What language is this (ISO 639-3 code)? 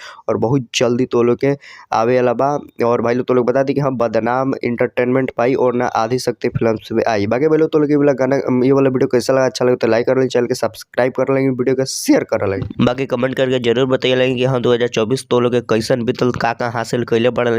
bho